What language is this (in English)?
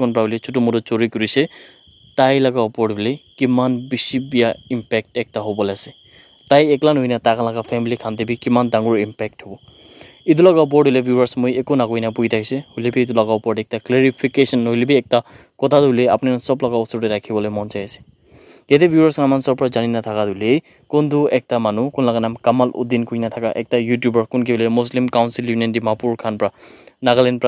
Naga Pidgin